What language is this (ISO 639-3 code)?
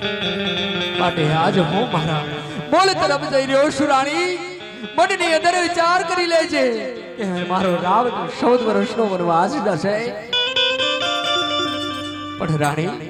guj